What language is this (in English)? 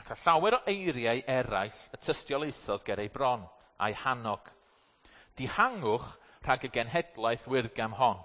Welsh